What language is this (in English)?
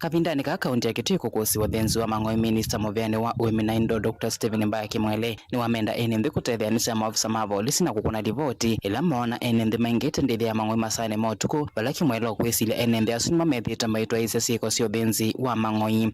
Kamba